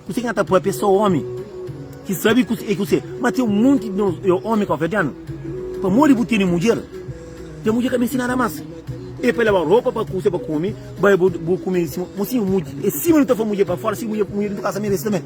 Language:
Kabuverdianu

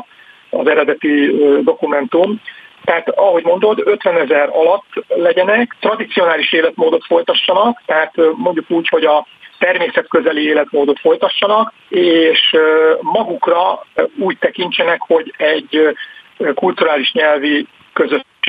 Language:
Hungarian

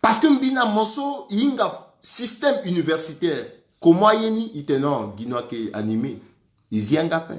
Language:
Sango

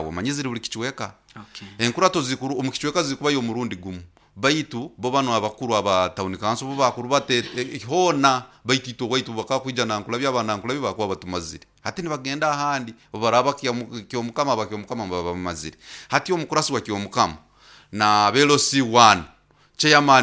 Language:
Nyoro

